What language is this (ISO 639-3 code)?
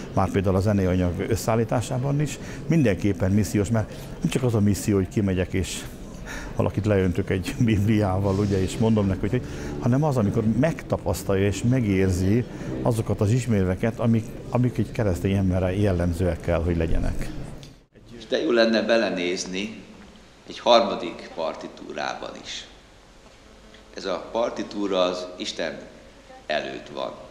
hun